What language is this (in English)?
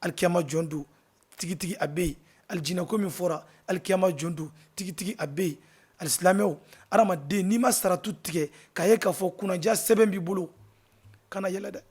Bambara